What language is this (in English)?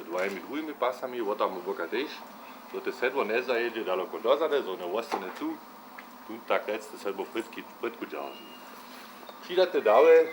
Upper Sorbian